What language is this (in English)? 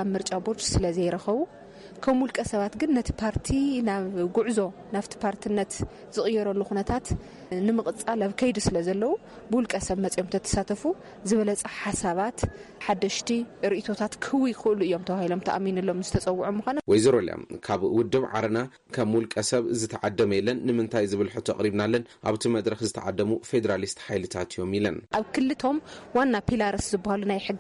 Tigrinya